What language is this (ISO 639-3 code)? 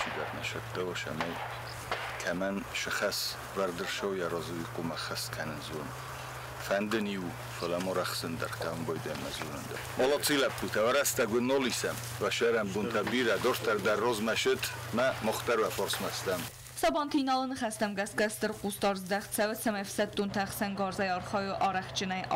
oss